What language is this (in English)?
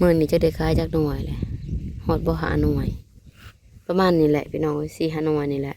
Northeastern Thai